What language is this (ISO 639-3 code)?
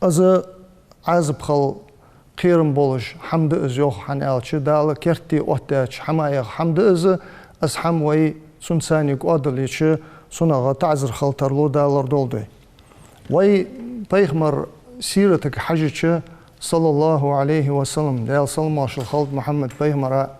inh